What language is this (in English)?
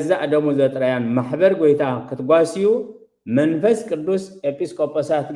Tigrinya